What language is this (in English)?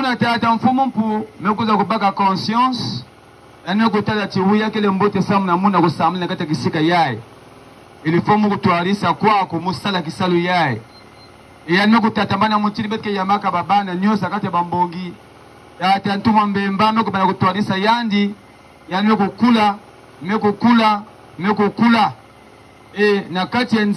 Kituba (Democratic Republic of Congo)